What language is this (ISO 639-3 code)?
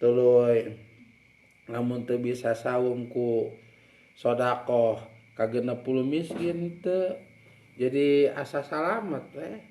sun